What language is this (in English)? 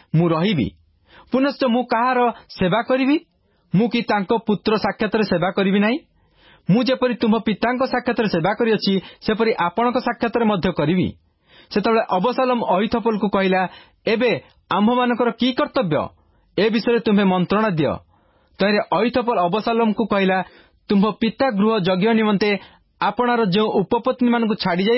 Odia